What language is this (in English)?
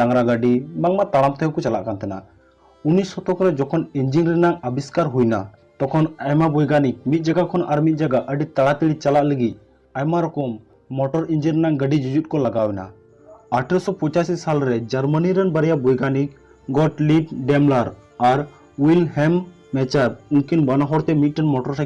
Santali